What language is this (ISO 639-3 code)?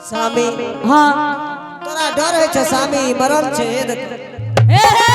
anp